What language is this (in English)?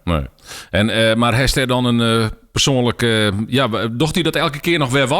Western Frisian